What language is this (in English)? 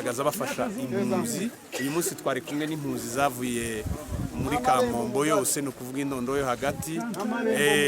Kinyarwanda